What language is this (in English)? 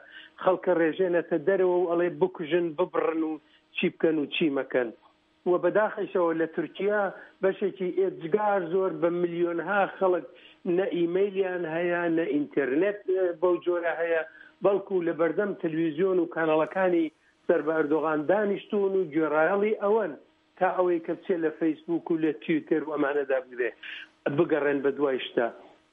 Central Kurdish